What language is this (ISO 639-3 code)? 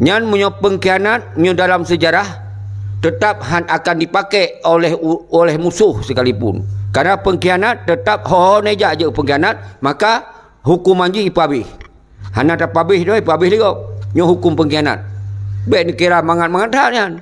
ace